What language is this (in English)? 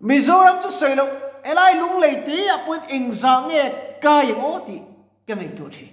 Mizo